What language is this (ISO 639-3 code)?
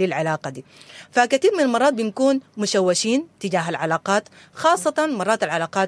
apd